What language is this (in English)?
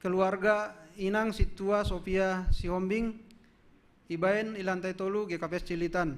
Batak Simalungun